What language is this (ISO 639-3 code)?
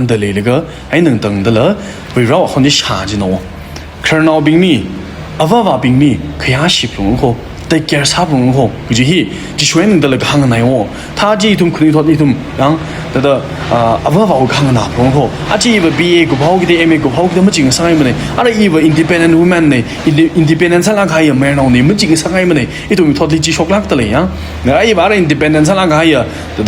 nmf